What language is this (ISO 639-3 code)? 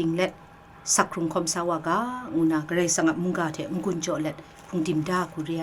kac